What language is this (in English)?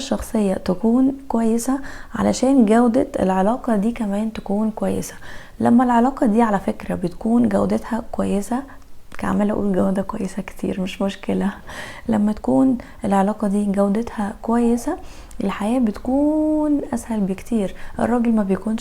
Egyptian Arabic